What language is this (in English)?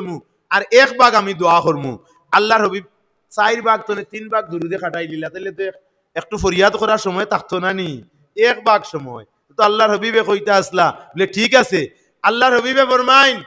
Sylheti